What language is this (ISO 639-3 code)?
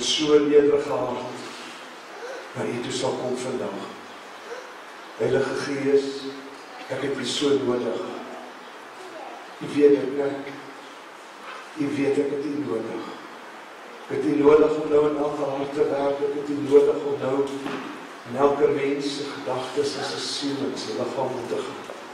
afr